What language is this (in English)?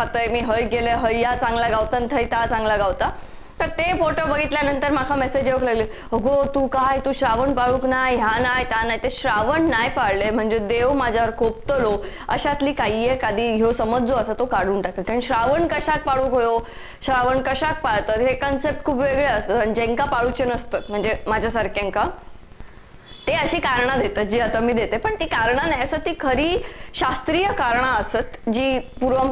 Marathi